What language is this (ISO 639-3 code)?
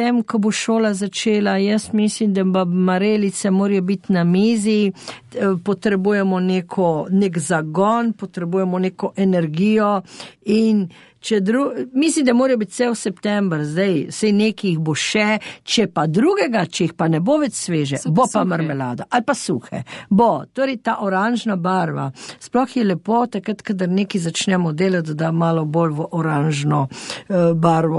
slv